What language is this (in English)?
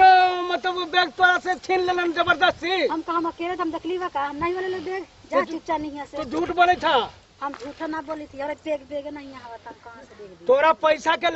Magahi